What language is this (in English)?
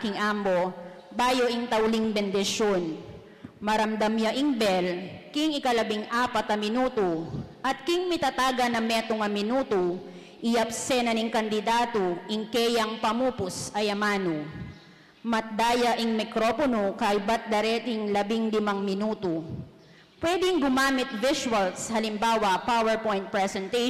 Pampanga